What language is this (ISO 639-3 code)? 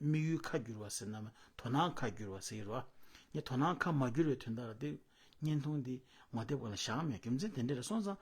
bod